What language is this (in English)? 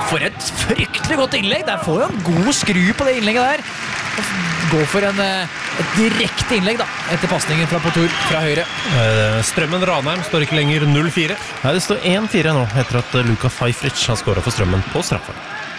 Norwegian